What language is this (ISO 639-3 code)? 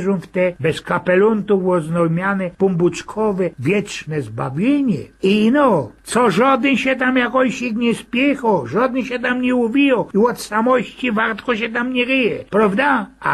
szl